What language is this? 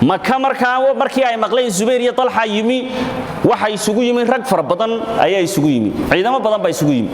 Somali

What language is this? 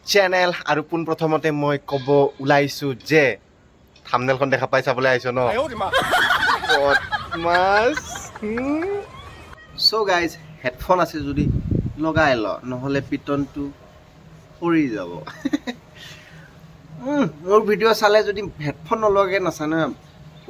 Assamese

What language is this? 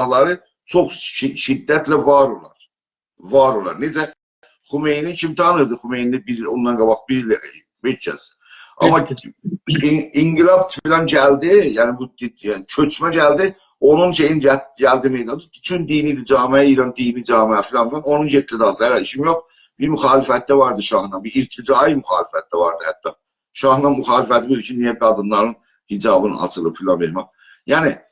South Azerbaijani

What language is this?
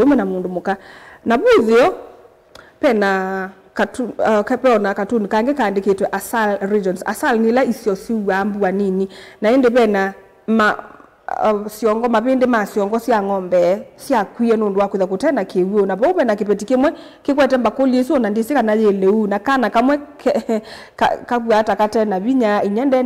Kamba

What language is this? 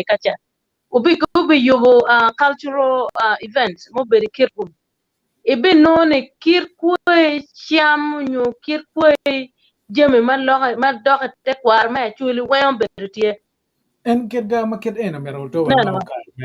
Acoli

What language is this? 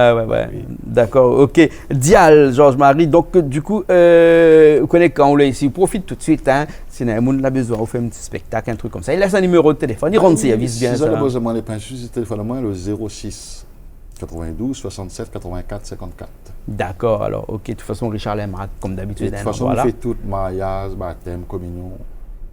Réunion Creole French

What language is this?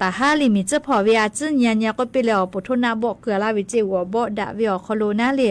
Lahu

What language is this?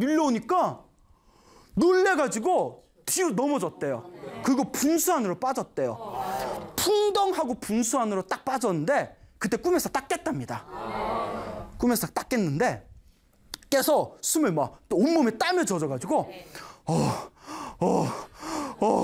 Korean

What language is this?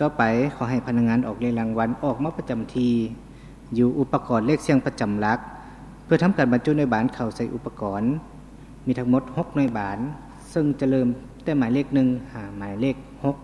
Lao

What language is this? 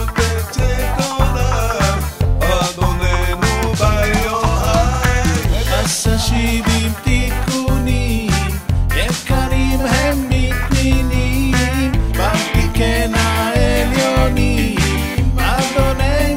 Hebrew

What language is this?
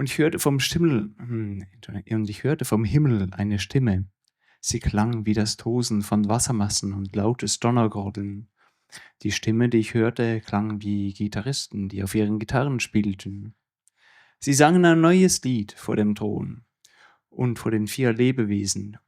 Swiss German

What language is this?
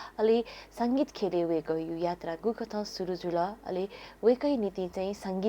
Newari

